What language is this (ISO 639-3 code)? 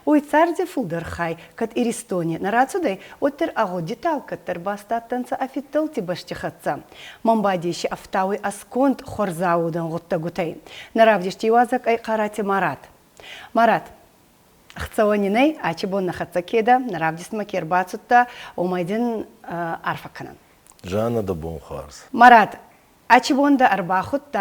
oss